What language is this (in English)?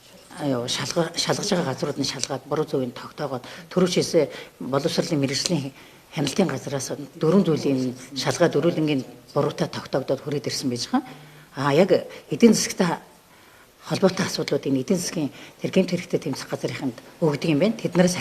Mongolian